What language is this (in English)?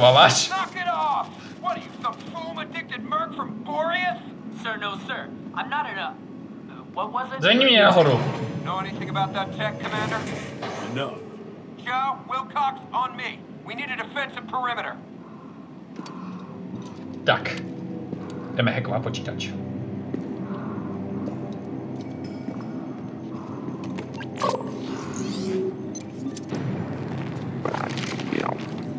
Czech